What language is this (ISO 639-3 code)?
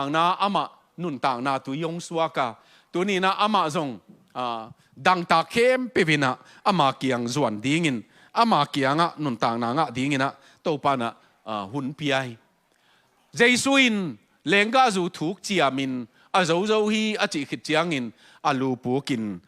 ctd